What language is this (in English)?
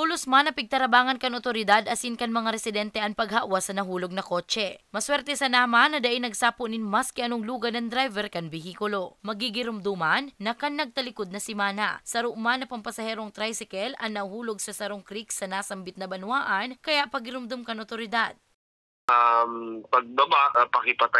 Bikol